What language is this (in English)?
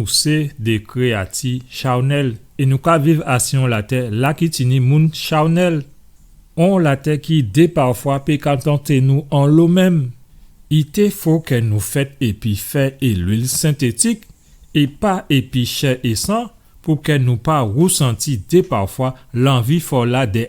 Guadeloupean Creole French